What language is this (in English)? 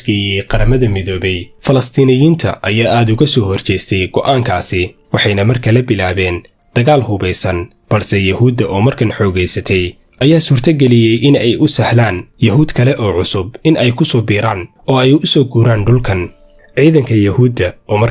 Somali